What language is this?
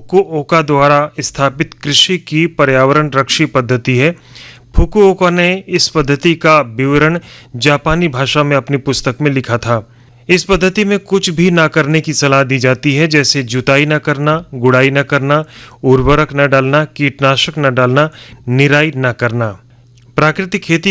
Hindi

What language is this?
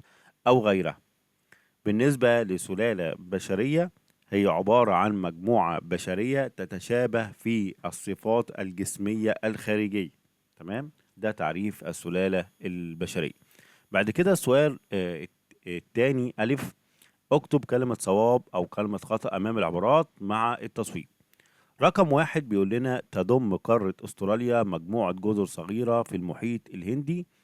Egyptian Arabic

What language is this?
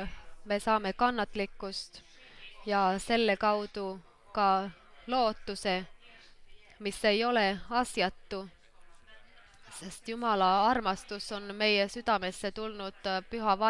Estonian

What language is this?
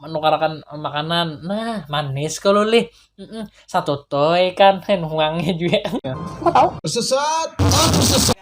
Banjar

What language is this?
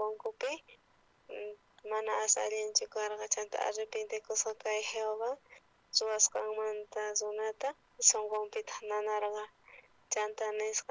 South Bolivian Quechua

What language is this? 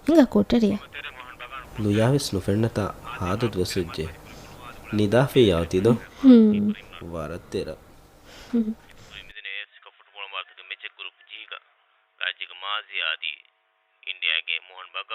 Divehi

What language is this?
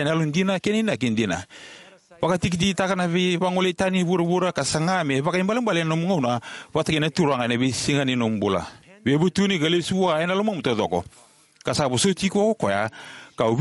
Fijian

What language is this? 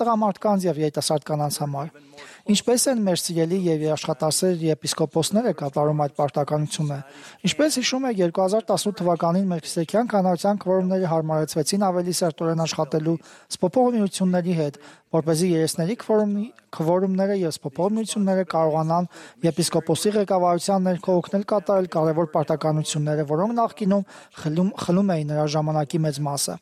Armenian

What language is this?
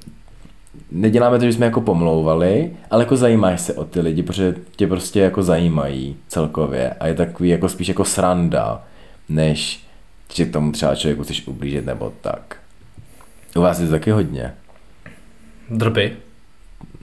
Czech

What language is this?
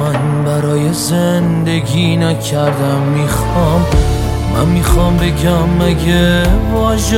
Persian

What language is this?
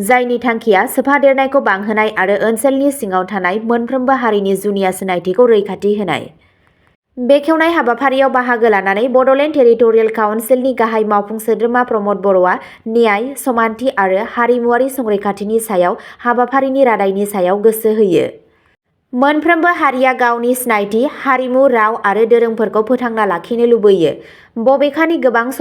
Bodo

